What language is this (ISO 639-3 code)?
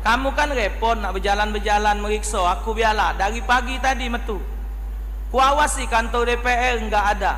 mui